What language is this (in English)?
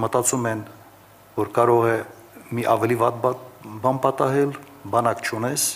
Armenian